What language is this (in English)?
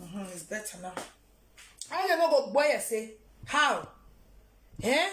Nigerian Pidgin